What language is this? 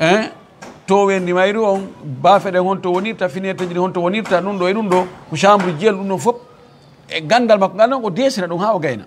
Fula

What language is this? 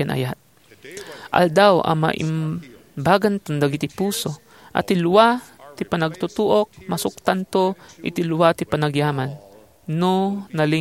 Iloko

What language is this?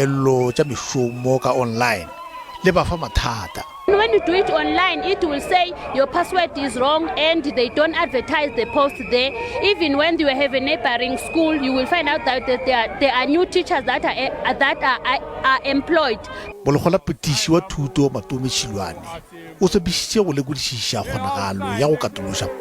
Northern Sotho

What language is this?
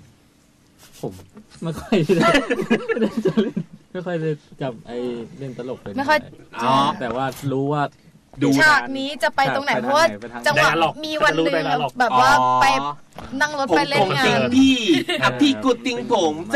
Thai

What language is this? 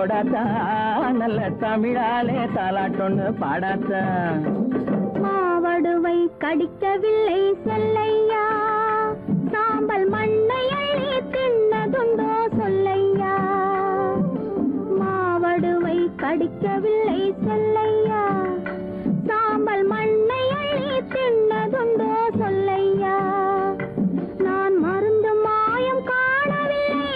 Tamil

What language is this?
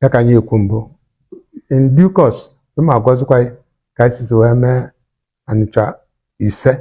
Igbo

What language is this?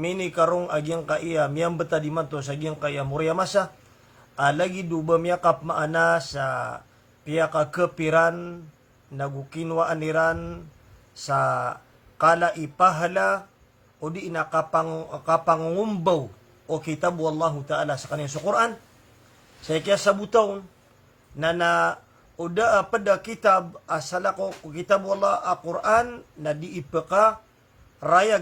Maranao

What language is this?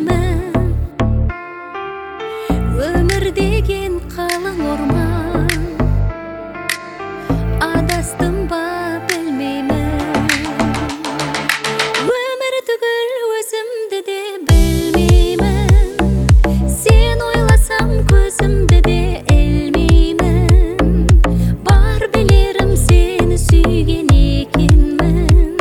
Kazakh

